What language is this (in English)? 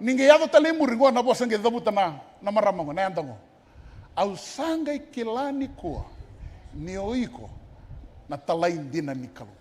Fijian